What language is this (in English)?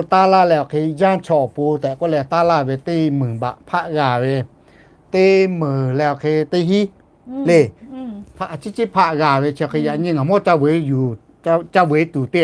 Lahu